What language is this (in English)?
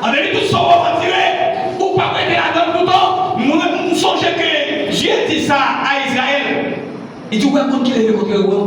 Haitian Creole